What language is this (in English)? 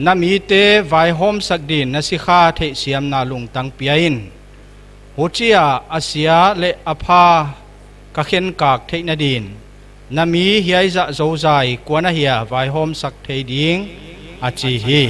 Paite Chin